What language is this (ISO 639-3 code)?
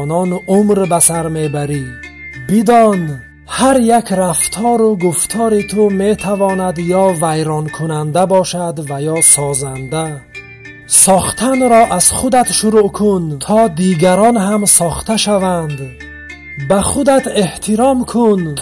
tgk